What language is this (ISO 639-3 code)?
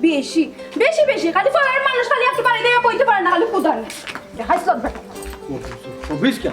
syl